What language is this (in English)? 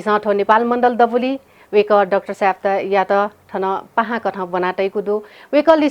Newari